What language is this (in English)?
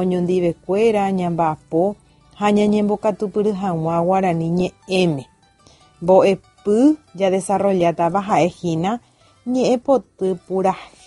Guarani